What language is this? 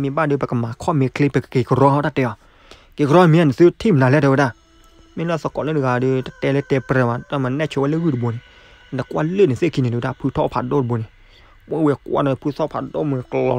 S'gaw Karen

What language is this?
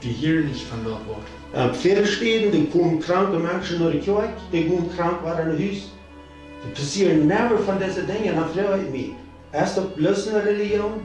Plautdietsch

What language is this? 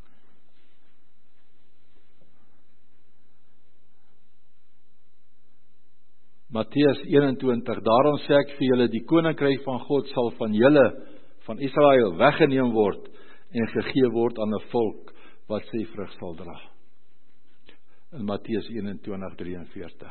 Afrikaans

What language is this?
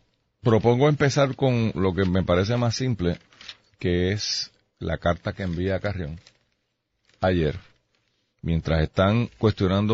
Spanish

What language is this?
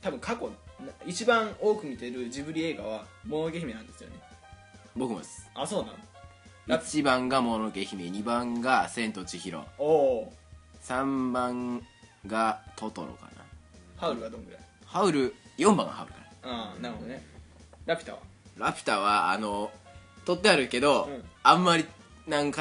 Japanese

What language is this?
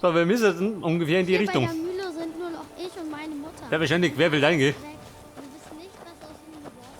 Bavarian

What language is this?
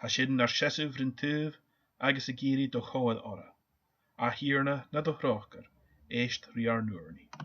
Scottish Gaelic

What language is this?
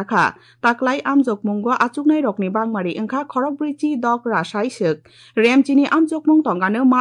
Kok Borok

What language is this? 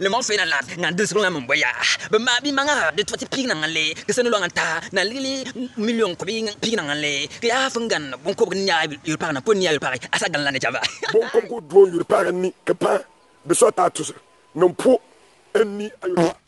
Bimoba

